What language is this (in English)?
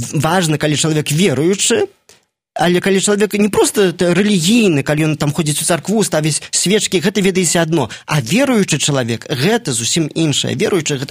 Belarusian